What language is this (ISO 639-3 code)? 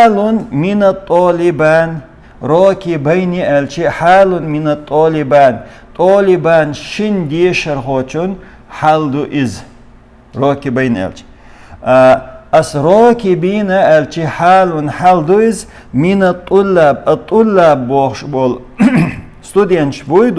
che